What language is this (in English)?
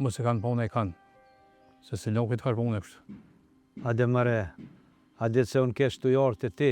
Albanian